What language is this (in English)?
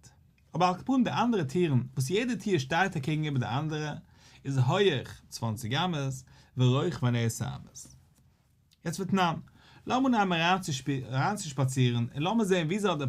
Yiddish